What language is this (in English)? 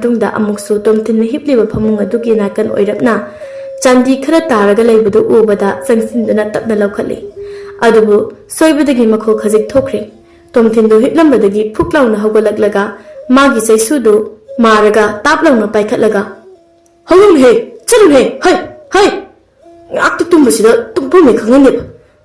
Manipuri